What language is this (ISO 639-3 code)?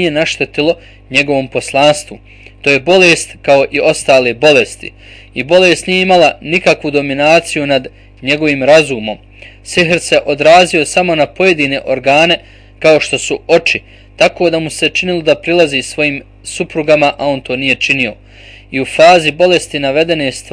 bos